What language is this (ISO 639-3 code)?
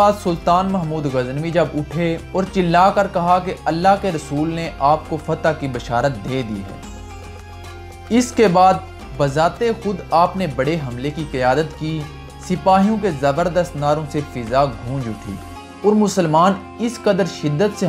urd